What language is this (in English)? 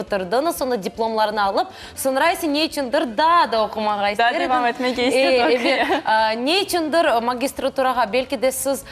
Crimean Tatar